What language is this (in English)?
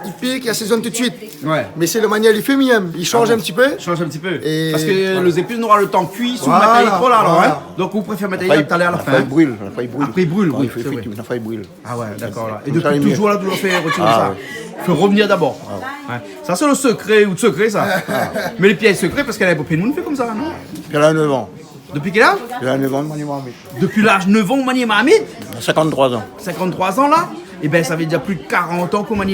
Réunion Creole French